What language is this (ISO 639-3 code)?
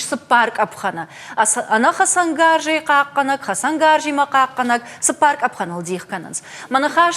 oss